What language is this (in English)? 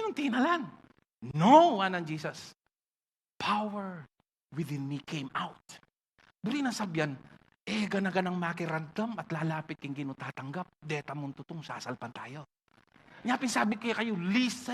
Pampanga